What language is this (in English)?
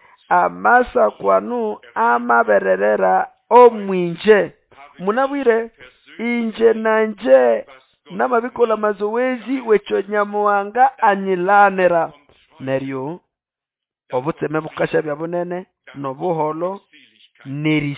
Nande